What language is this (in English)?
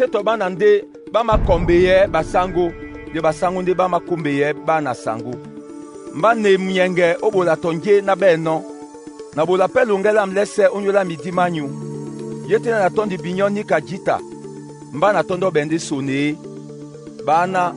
Duala